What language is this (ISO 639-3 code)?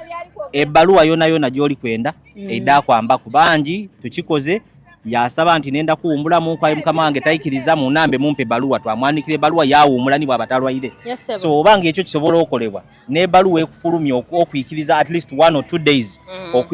xog